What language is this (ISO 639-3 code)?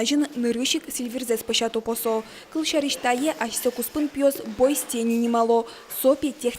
udm